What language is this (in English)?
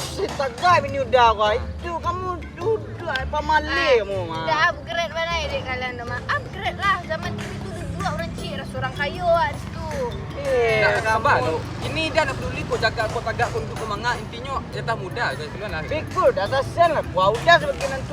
Minangkabau